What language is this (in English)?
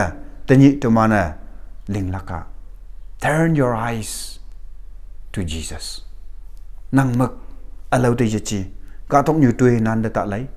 Konyak Naga